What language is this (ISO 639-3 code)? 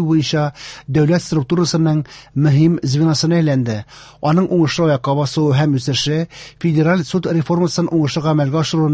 tat